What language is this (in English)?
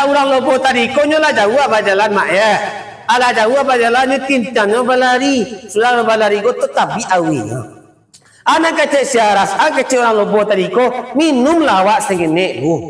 Minangkabau